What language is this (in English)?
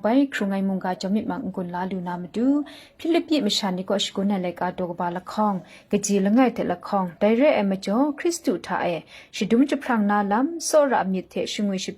Kachin